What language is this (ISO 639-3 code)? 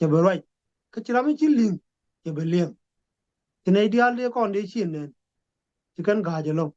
nus